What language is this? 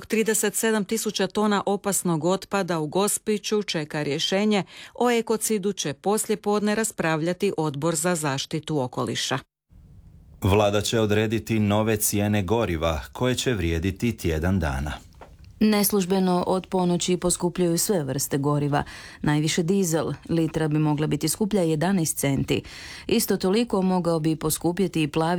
Croatian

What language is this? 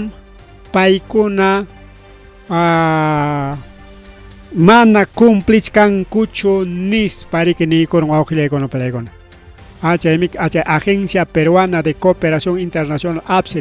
Ayacucho Quechua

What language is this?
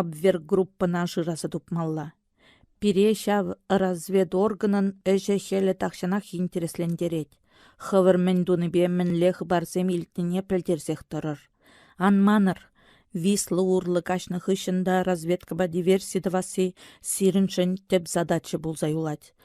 Chuvash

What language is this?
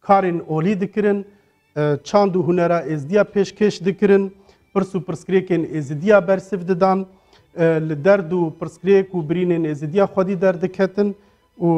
Kurdish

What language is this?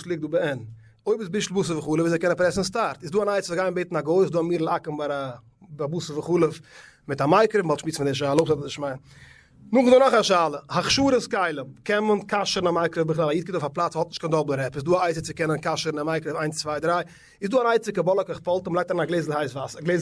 Yiddish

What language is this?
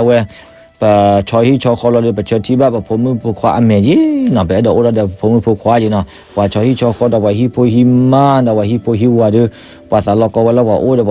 S'gaw Karen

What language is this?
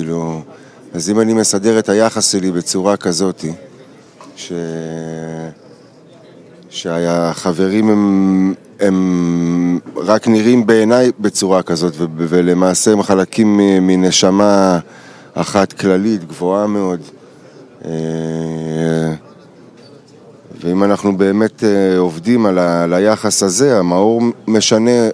Hebrew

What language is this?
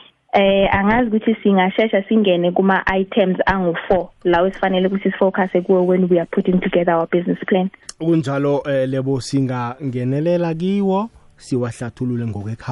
South Ndebele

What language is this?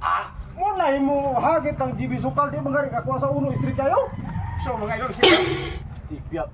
Cebuano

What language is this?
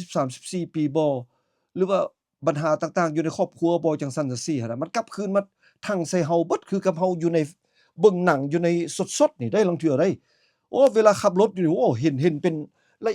Lao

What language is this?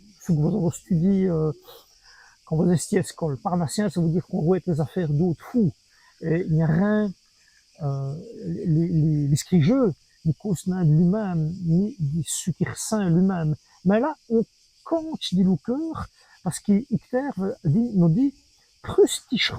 Walloon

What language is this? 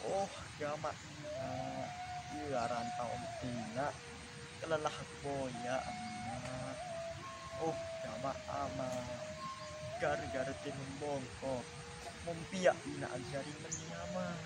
Sasak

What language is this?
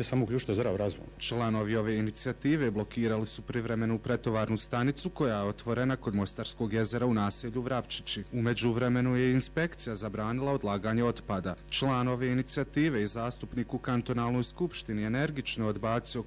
Bosnian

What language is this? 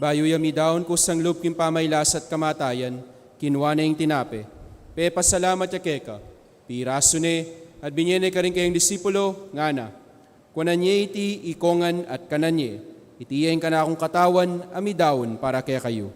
Pampanga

